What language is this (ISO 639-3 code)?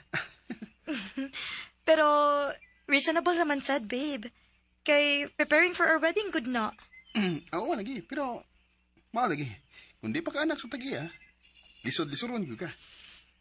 ceb